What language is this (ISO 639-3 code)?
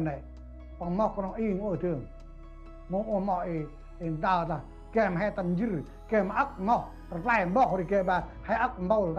cmo